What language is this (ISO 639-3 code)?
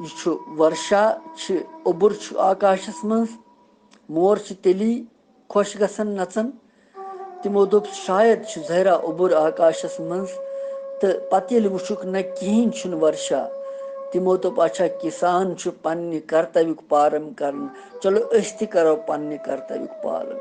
kas